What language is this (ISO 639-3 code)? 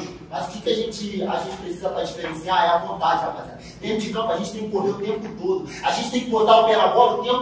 por